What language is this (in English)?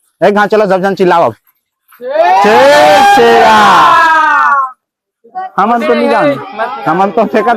Chhattisgarhi